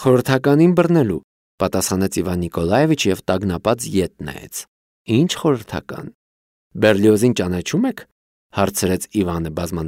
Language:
Armenian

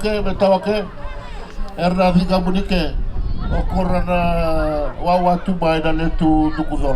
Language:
Fijian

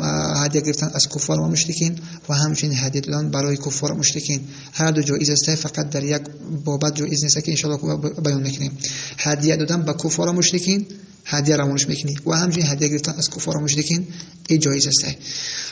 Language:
Tajik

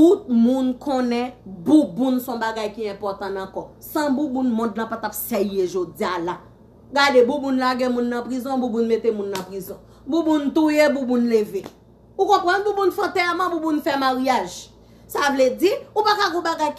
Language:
Haitian Creole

